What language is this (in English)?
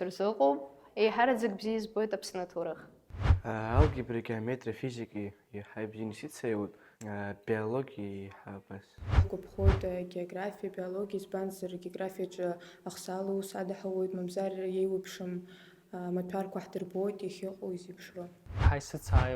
Abkhazian